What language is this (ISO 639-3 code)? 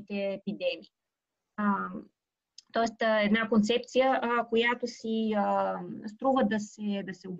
bul